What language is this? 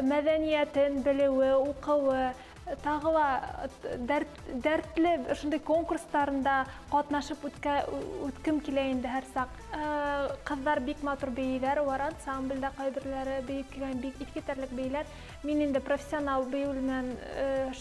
Bashkir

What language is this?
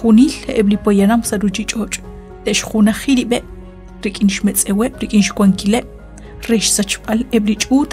Kekchí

